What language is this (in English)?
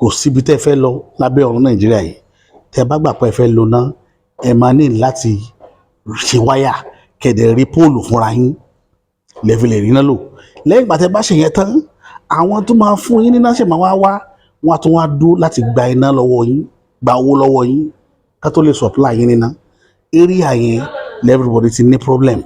Yoruba